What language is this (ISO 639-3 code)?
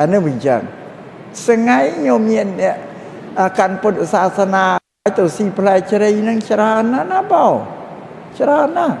khm